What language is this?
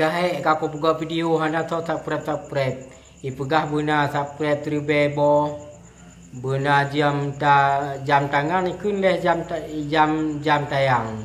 Achinese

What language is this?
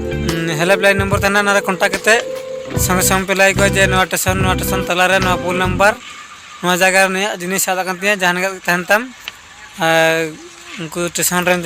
Santali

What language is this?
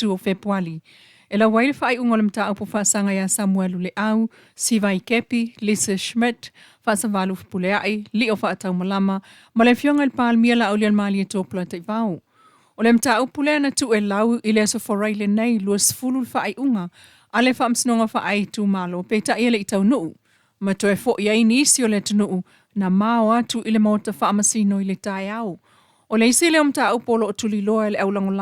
Samoan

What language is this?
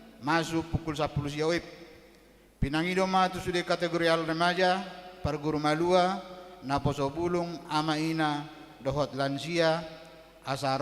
Batak Toba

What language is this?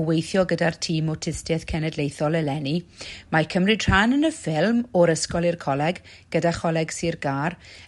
Welsh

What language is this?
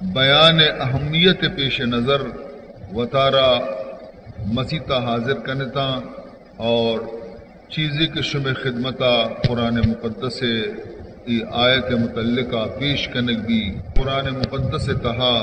Baluchi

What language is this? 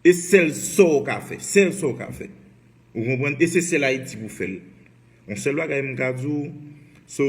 Haitian Creole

